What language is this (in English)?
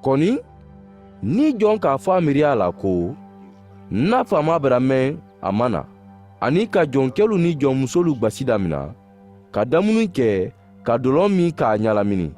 Mandingo